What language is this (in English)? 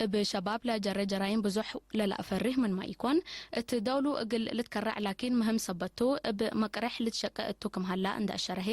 Tigre